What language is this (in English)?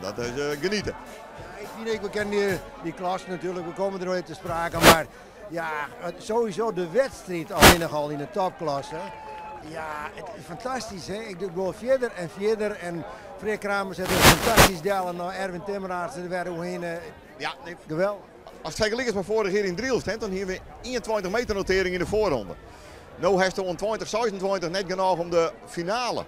Western Frisian